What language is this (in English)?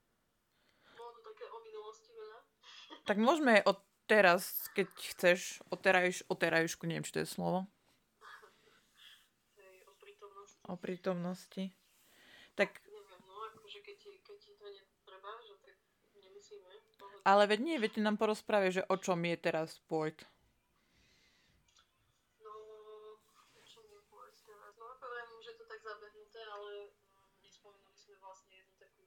Slovak